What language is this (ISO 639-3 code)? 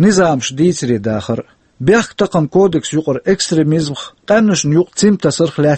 che